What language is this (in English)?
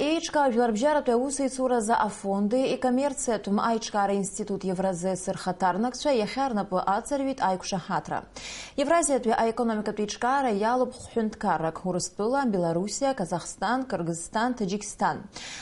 Abkhazian